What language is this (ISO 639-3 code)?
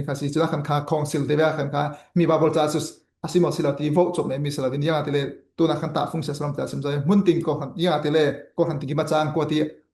cfm